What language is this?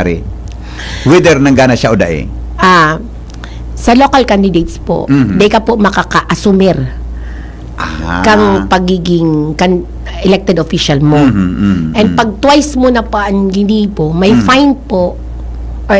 Bikol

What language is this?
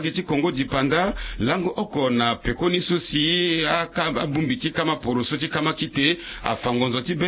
Sango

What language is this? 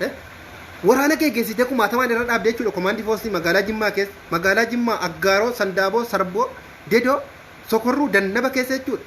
Oromo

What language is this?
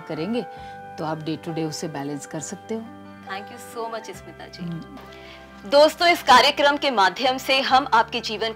Hindi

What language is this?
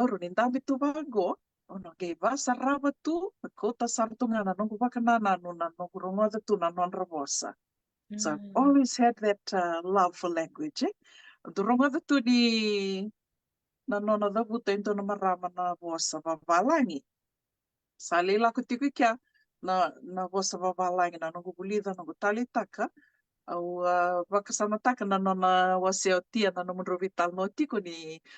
Fijian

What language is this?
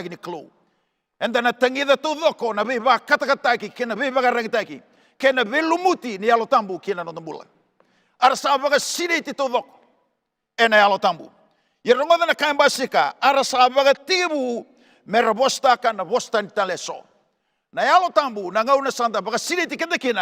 Fijian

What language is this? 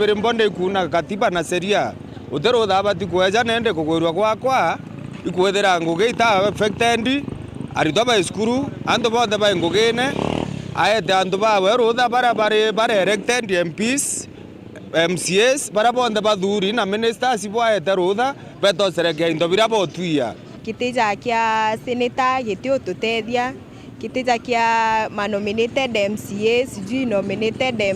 Meru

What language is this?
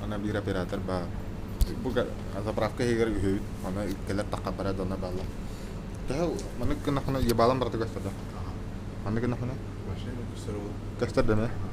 Yakut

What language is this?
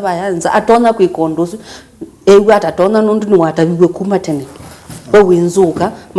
Kamba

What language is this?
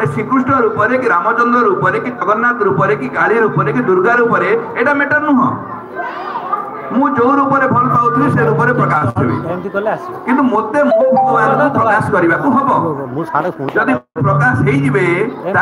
Odia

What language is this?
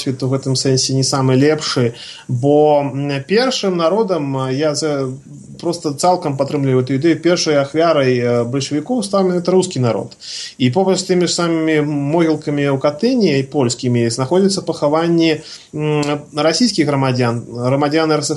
Belarusian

